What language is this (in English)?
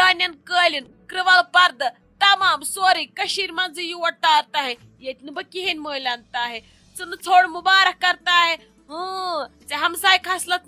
Kashmiri